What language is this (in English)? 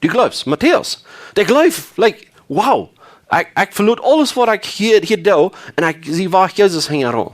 Plautdietsch